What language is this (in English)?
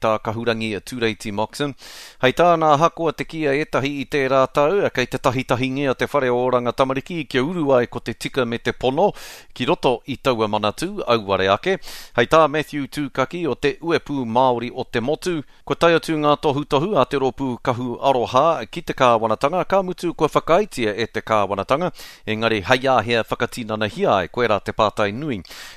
Māori